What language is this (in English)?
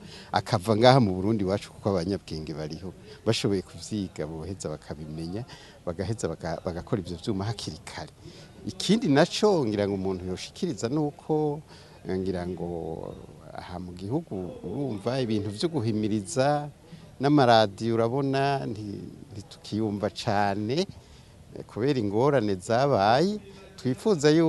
Rundi